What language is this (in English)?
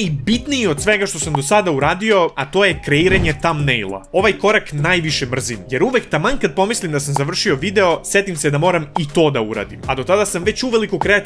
Serbian